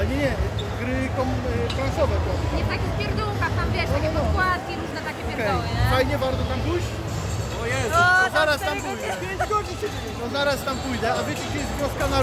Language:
Polish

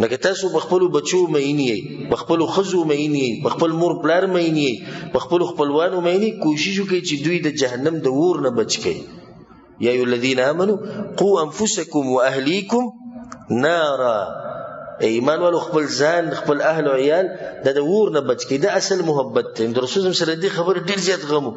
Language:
Pashto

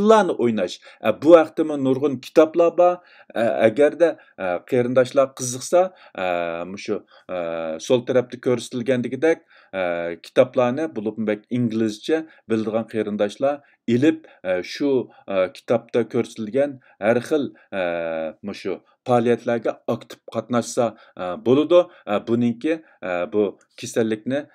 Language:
Uyghur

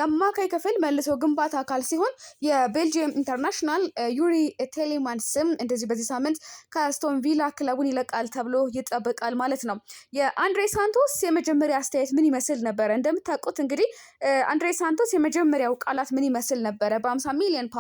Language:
Amharic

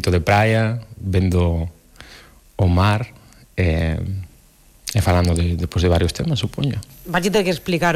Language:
Galician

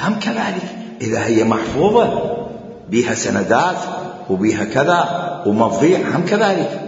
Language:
Mesopotamian Arabic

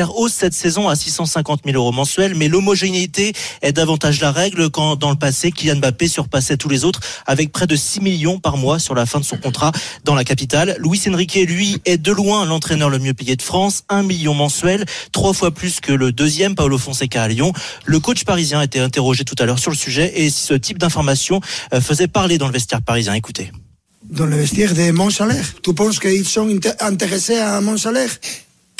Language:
French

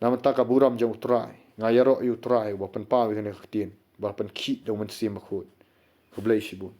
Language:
Khasi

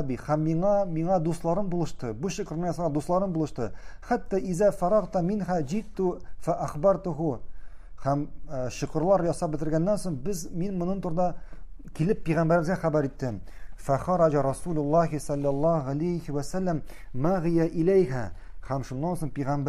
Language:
Tatar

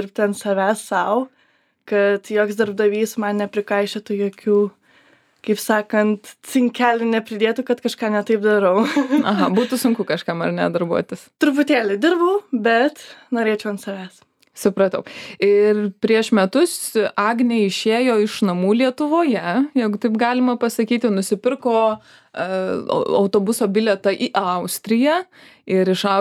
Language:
Lithuanian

